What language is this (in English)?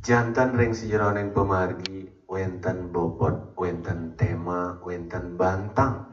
Balinese